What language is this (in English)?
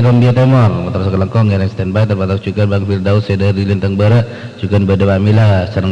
Madurese